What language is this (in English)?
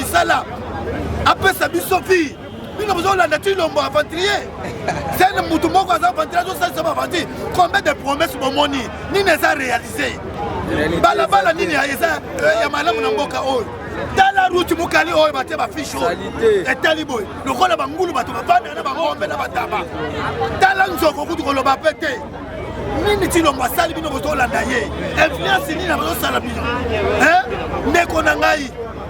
Lingala